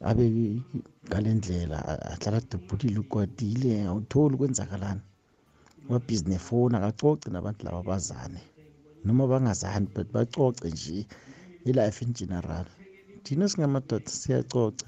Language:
South Ndebele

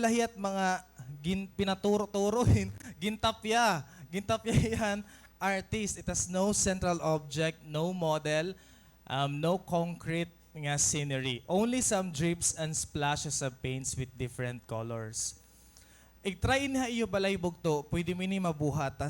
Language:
Waray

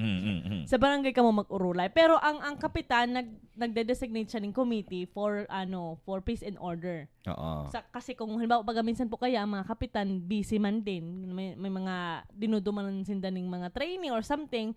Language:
Bikol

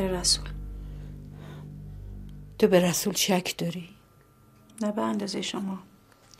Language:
Persian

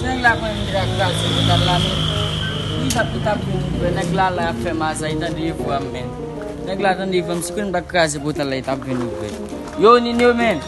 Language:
Haitian Creole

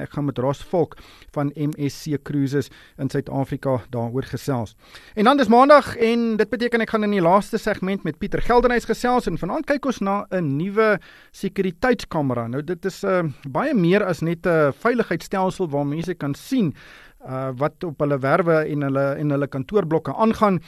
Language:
Afrikaans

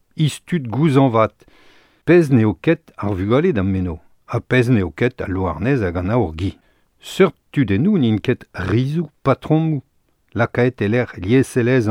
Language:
Breton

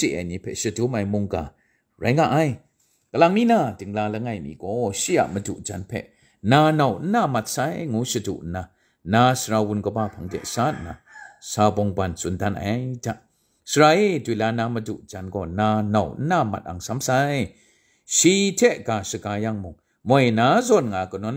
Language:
Kachin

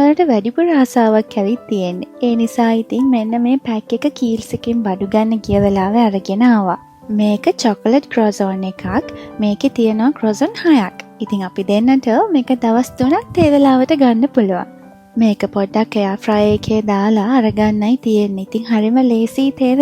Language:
Sinhala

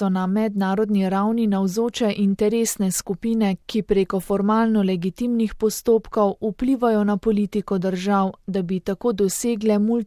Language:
Slovenian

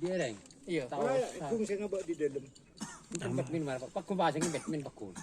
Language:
Madurese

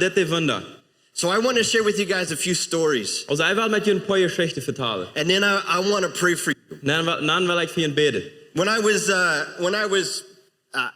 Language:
Plautdietsch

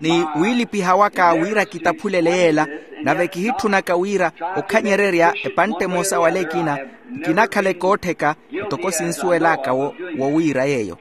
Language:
Makhuwa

